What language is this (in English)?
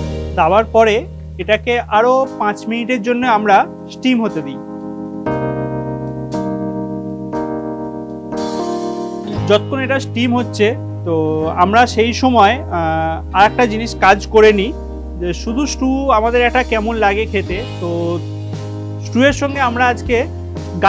Bangla